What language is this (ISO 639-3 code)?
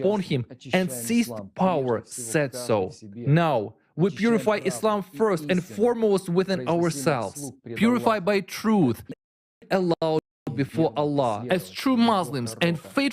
nya